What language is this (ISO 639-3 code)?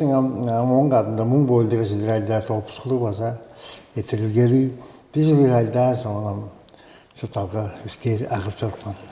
tyv